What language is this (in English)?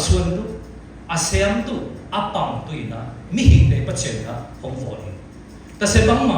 Siyin Chin